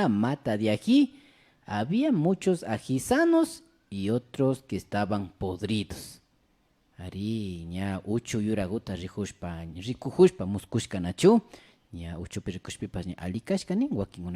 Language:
Imbabura Highland Quichua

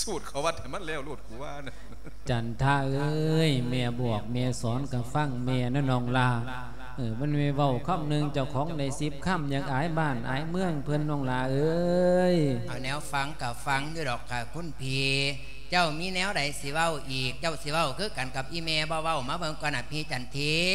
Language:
Lao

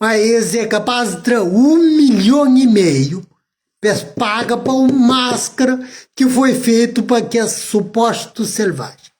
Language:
Kabuverdianu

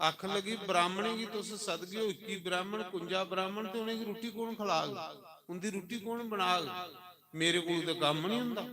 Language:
Dogri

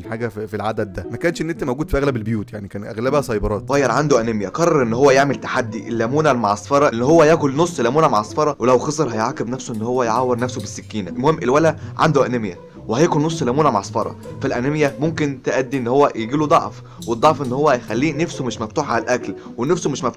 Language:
Egyptian Arabic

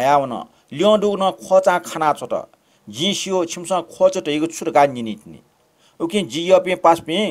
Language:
Newari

